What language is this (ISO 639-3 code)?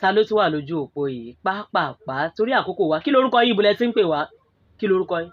yor